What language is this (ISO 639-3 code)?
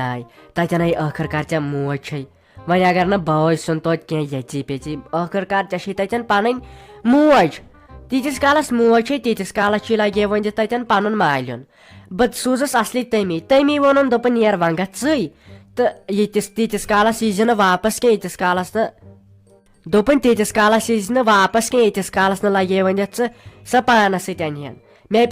kas